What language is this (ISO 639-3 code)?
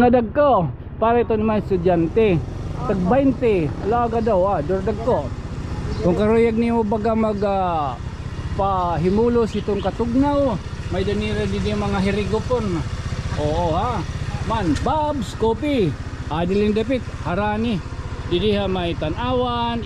war